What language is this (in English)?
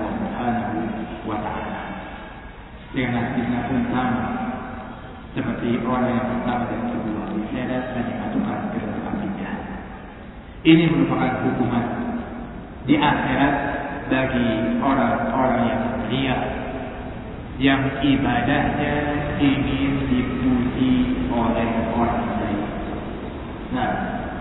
Indonesian